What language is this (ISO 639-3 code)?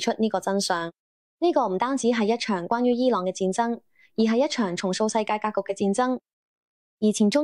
yue